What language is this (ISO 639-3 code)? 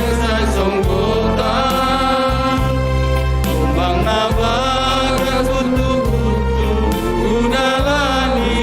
bts